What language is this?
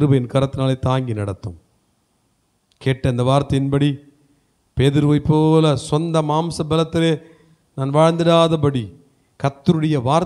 Tamil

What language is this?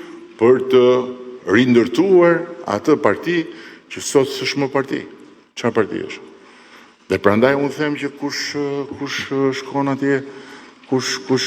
Albanian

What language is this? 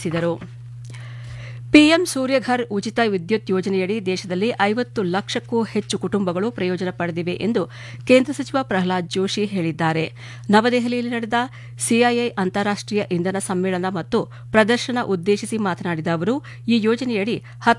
Kannada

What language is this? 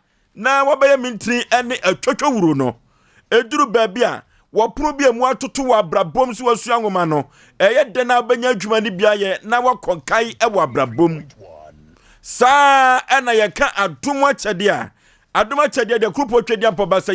Akan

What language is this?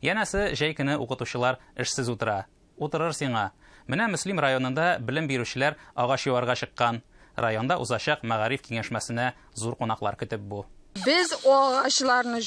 Tatar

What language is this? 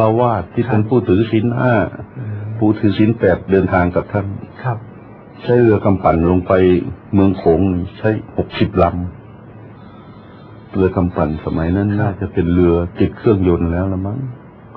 Thai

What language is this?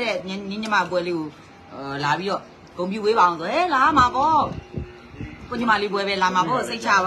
Burmese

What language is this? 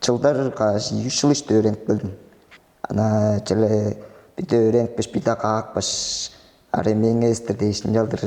Tuvinian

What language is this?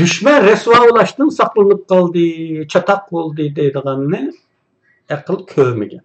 Uyghur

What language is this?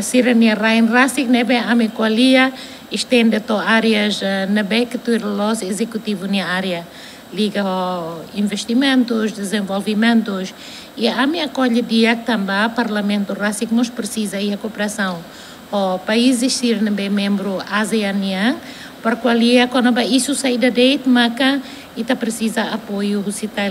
Tetum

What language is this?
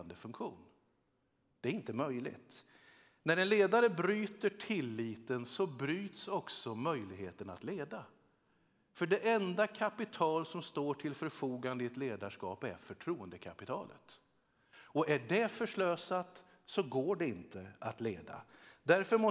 Swedish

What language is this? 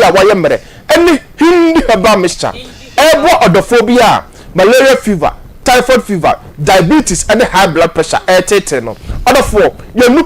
Akan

